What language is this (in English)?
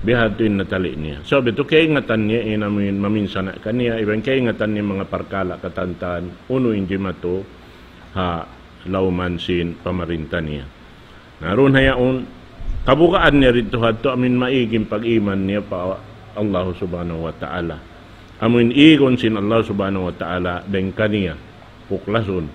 Tausug